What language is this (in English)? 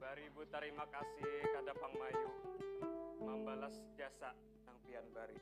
Banjar